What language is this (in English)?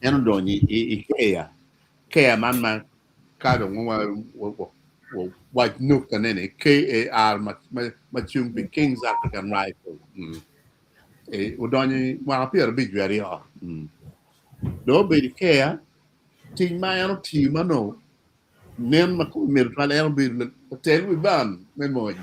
Acoli